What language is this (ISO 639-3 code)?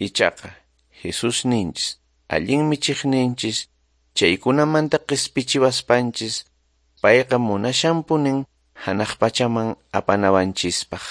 que